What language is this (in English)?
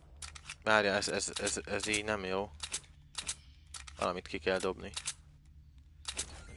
Hungarian